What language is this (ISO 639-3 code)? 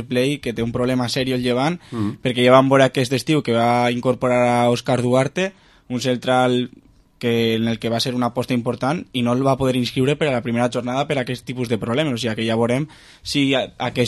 cat